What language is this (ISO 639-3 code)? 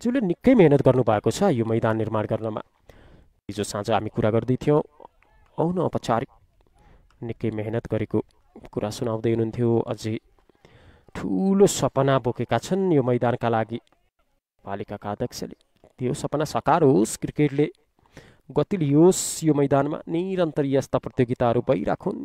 nep